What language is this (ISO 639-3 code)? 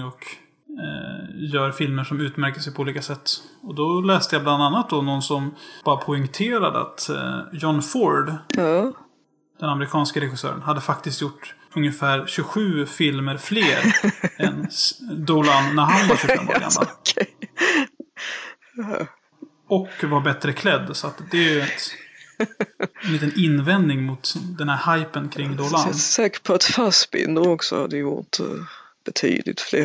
swe